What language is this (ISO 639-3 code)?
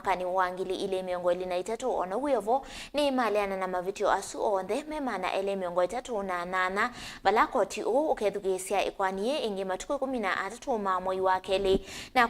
kam